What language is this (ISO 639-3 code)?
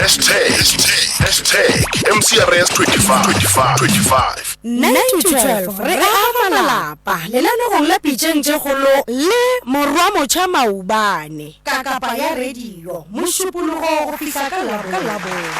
nso